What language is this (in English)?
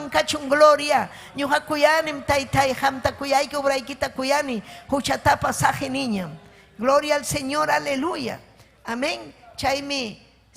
Ayacucho Quechua